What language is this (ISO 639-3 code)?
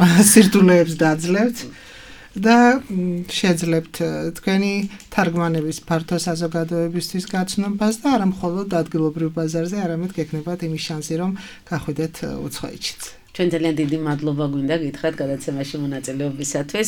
kat